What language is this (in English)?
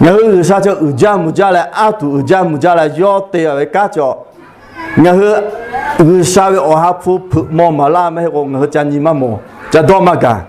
Lahu